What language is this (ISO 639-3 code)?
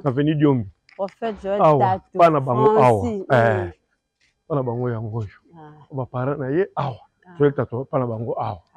lin